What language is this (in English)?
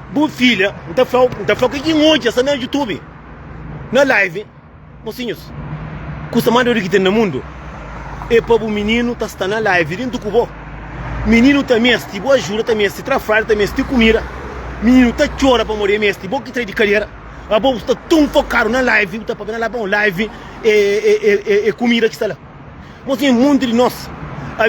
Kabuverdianu